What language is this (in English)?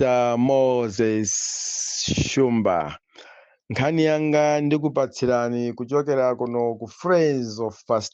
Nyanja